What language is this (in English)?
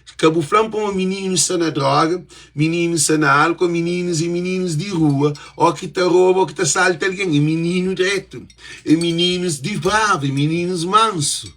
Kabuverdianu